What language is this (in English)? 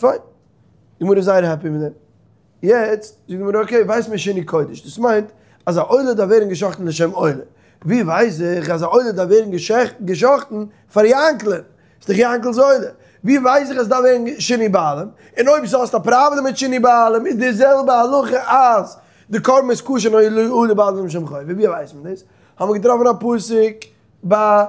Yiddish